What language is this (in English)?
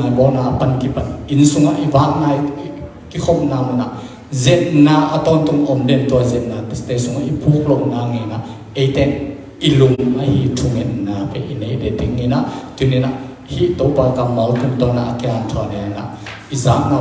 Tedim Chin